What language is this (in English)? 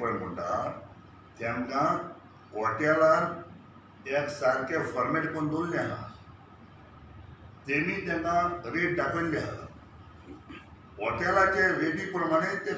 Konkani